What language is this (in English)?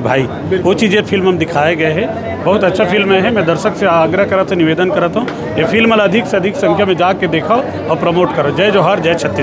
Chhattisgarhi